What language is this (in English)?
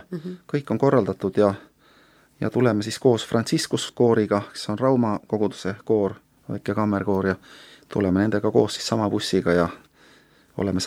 Estonian